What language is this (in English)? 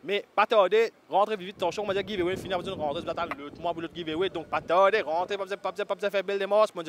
Morisyen